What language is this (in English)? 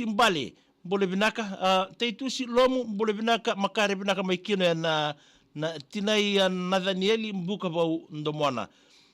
Fijian